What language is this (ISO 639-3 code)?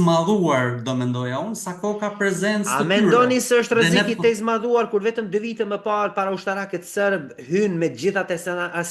sqi